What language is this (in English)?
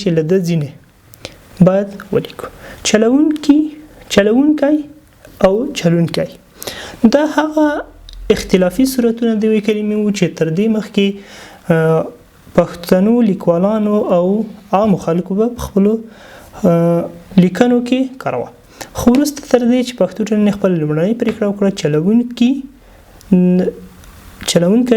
Pashto